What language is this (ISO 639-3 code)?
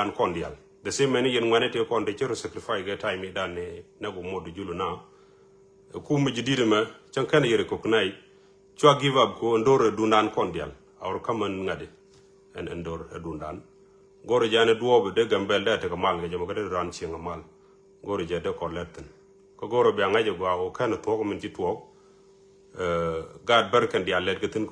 nus